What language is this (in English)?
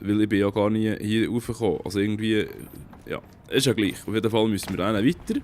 Swiss German